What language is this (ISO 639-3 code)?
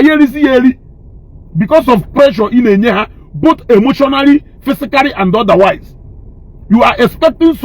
ibo